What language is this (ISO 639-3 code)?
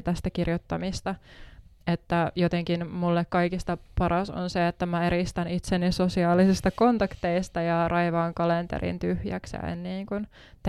fin